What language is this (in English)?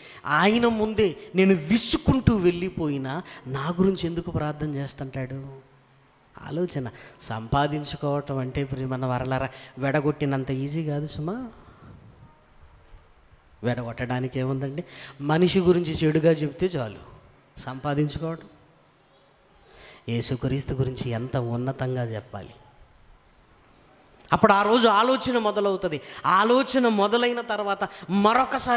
Telugu